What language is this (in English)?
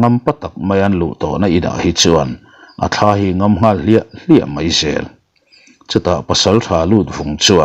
Mizo